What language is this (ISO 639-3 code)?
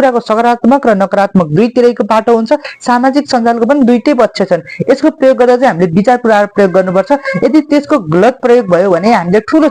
nep